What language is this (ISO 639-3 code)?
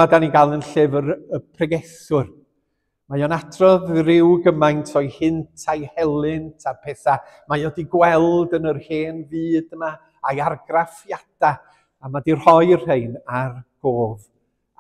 cym